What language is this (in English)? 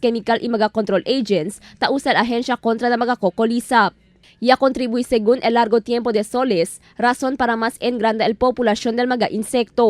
Chavacano